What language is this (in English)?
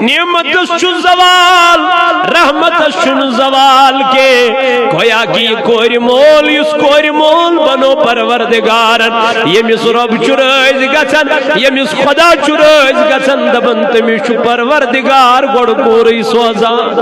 Kashmiri